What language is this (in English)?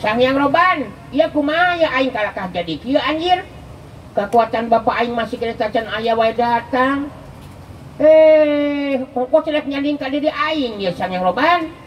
Sundanese